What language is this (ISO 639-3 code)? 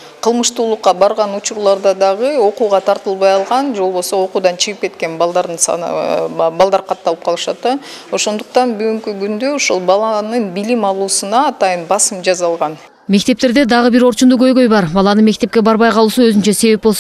kir